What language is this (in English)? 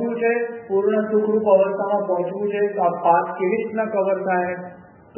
Gujarati